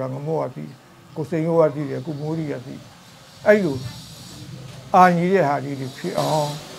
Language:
Burmese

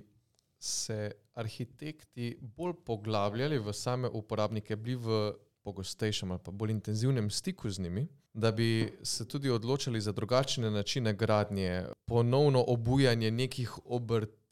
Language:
Slovenian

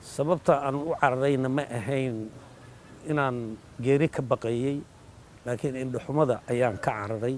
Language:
Somali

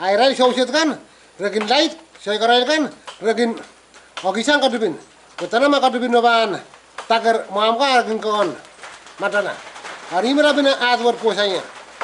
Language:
Pohnpeian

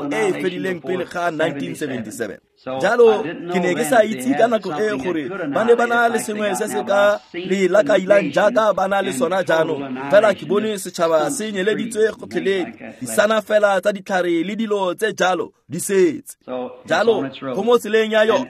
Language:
Tswana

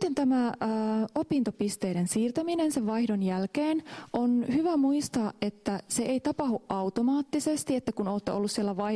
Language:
Finnish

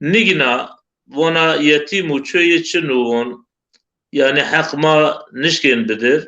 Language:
Zaza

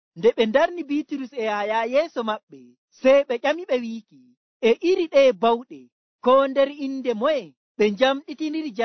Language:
Nigerian Fulfulde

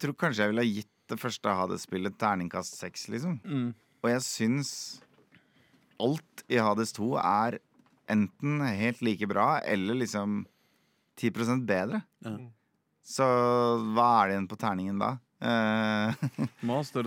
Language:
Norwegian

